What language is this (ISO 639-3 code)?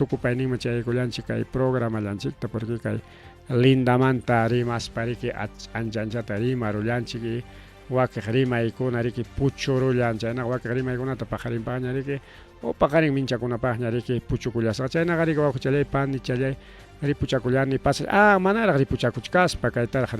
quy